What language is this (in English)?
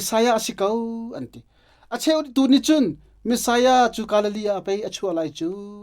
Hakha Chin